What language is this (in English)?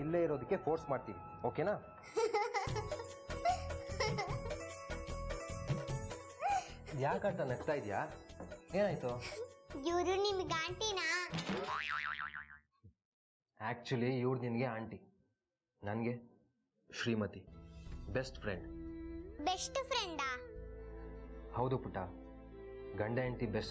Kannada